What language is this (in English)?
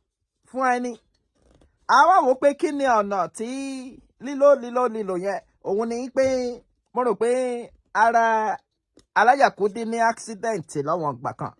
Yoruba